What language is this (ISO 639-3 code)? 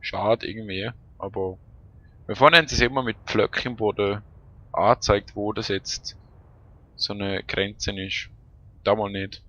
gsw